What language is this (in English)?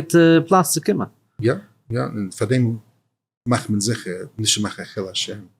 Yiddish